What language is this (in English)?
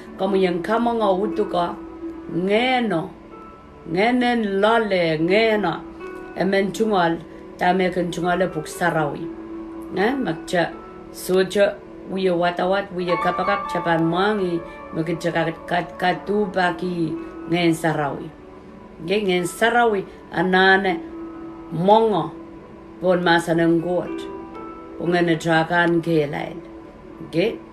Pohnpeian